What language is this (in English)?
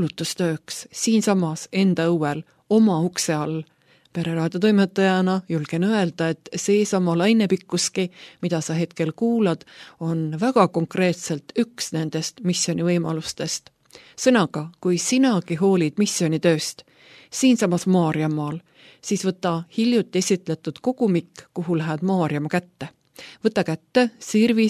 Estonian